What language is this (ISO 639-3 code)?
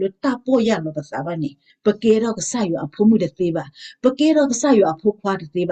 ksw